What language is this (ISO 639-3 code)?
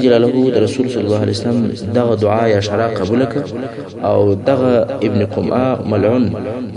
pus